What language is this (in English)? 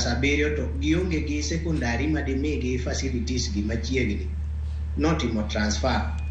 Luo (Kenya and Tanzania)